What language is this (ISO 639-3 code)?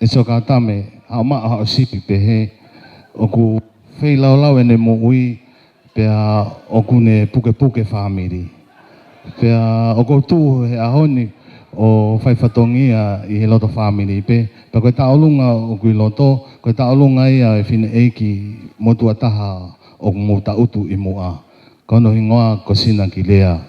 ton